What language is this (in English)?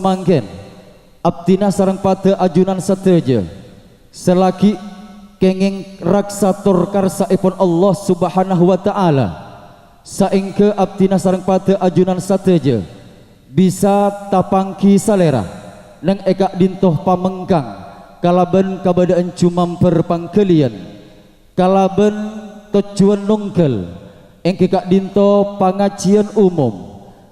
Madurese